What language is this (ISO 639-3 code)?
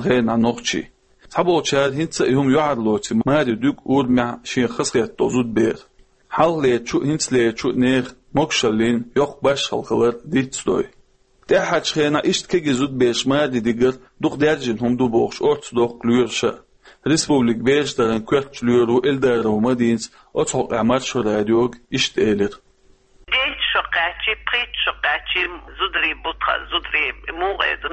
che